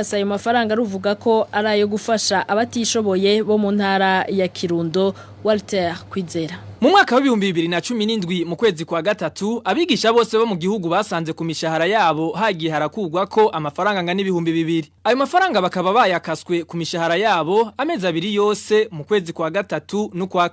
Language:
Rundi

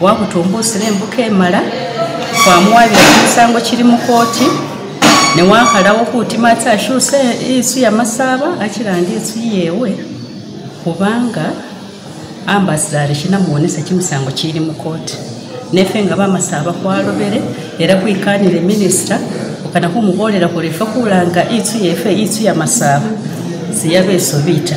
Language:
Masaaba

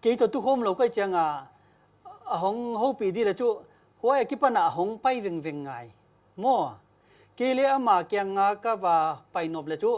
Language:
Paite Chin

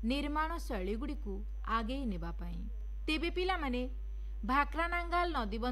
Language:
Odia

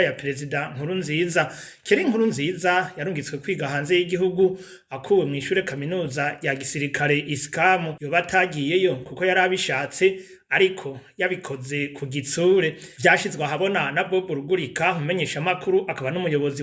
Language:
Rundi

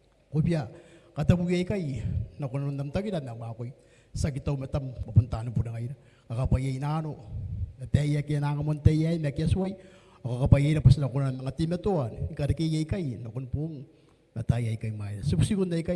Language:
Gilbertese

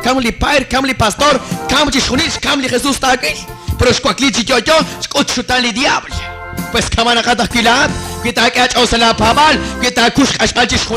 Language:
Kekchí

